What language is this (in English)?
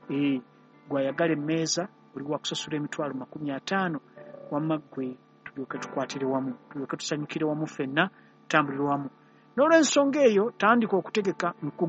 Ganda